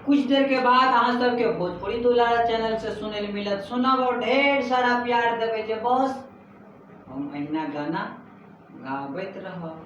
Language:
Maithili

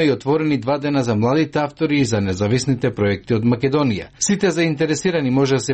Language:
Macedonian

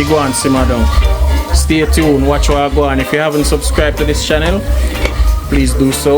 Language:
Jamaican Creole English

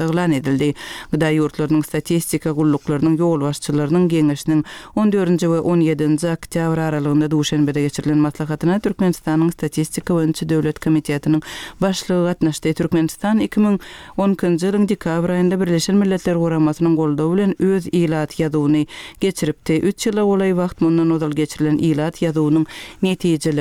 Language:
Turkmen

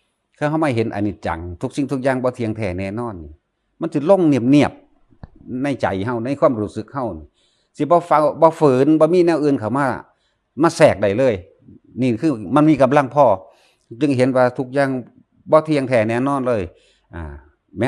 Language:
Northeastern Thai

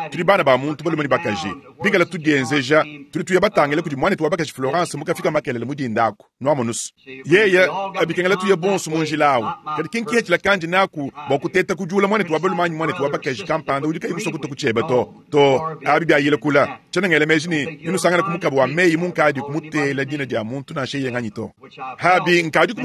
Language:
Luba-Lulua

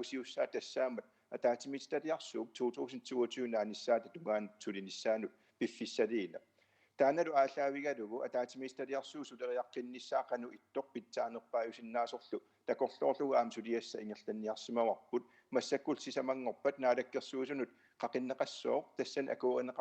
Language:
Kalaallisut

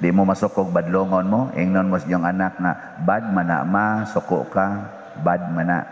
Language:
Cebuano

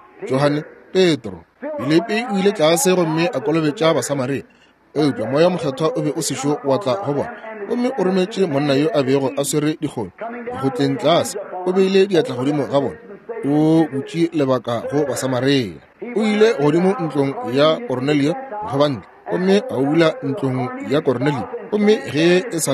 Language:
Northern Sotho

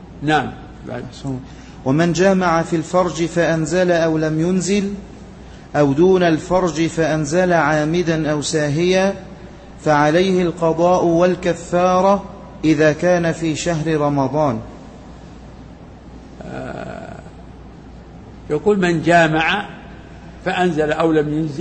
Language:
Arabic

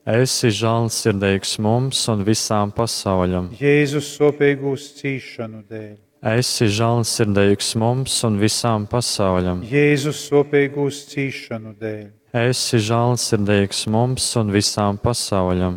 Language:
Latgalian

